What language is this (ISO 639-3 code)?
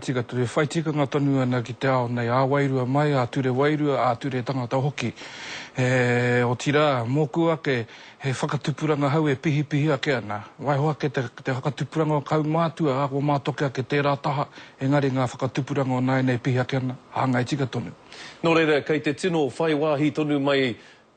mri